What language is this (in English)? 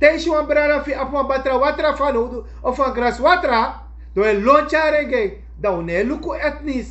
Sranan Tongo